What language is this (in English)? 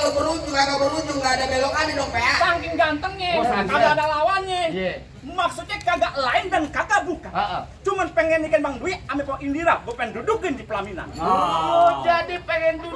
Betawi